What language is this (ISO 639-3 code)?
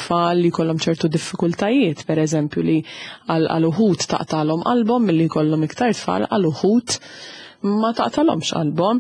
mlt